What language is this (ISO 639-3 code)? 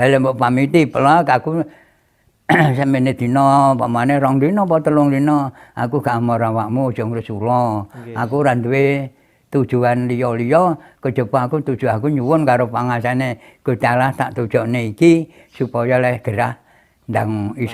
jav